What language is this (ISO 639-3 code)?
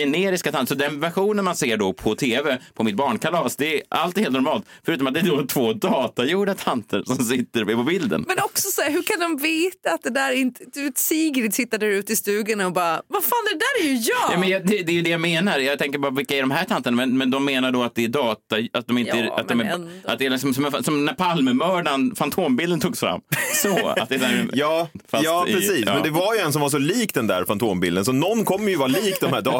swe